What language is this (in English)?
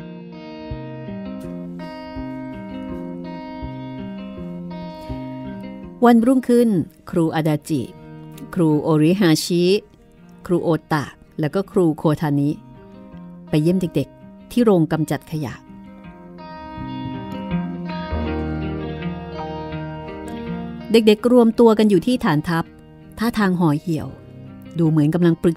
Thai